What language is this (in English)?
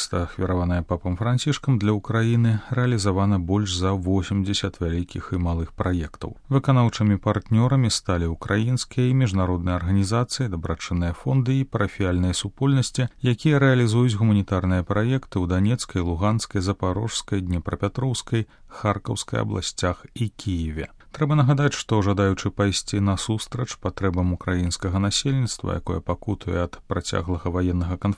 Belarusian